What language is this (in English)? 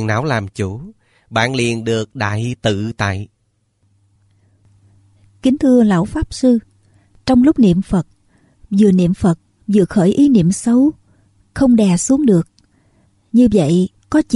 Vietnamese